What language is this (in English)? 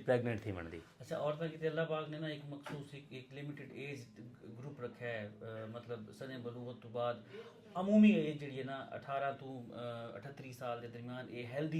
Saraiki